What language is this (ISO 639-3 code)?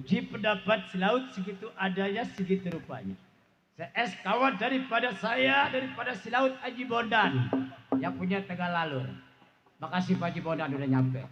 bew